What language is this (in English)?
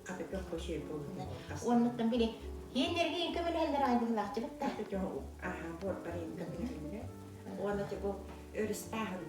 Yakut